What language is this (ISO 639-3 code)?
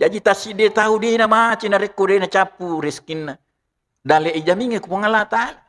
bug